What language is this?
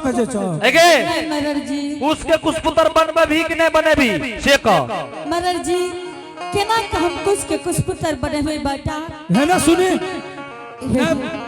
Angika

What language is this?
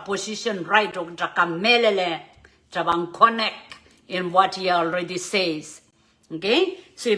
Pohnpeian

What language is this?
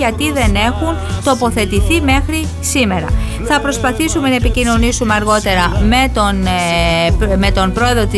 Greek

